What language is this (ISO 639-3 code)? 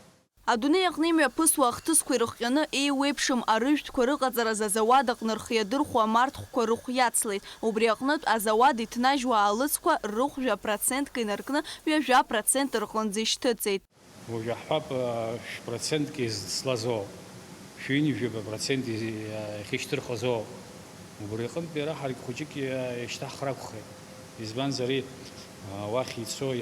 abk